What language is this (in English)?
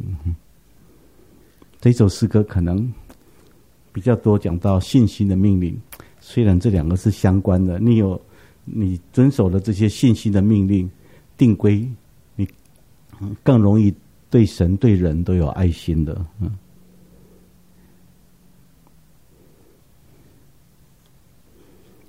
Chinese